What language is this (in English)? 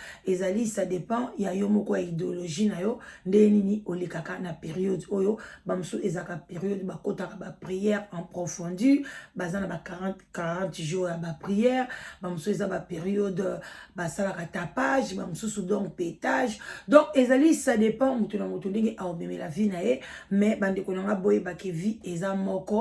Lingala